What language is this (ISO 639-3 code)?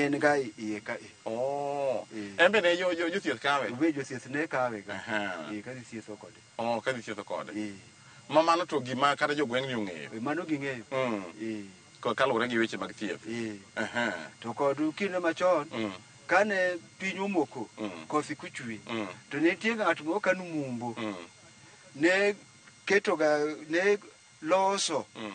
luo